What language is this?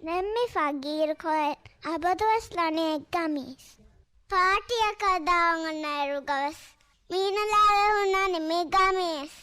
Divehi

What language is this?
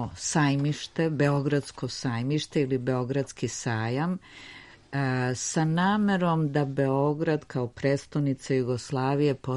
Serbian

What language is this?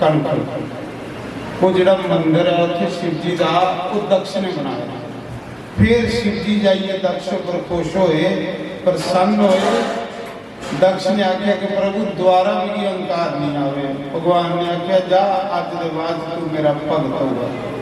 Dogri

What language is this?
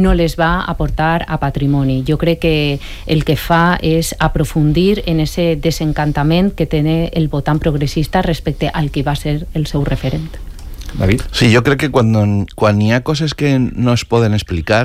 Catalan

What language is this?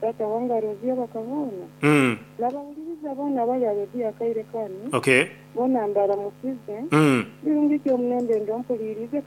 Nyankole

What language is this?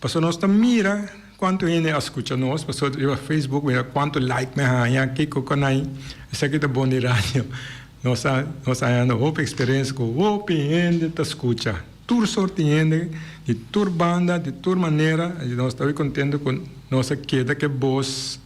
Papiamento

